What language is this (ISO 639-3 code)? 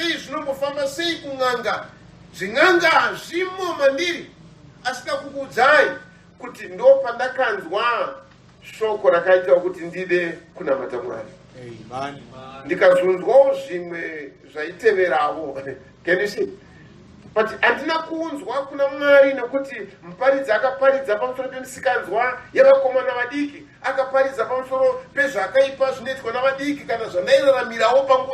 sna